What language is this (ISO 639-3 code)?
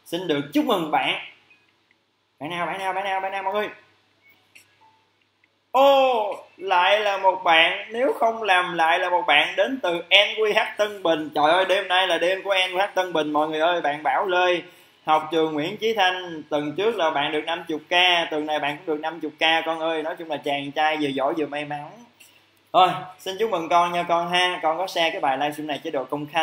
vie